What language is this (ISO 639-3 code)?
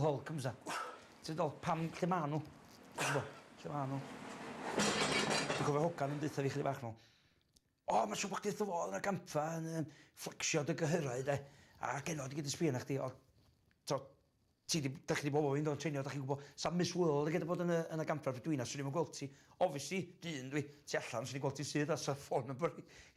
cym